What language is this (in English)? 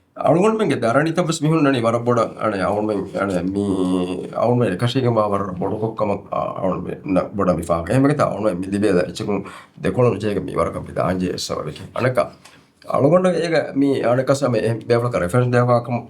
Divehi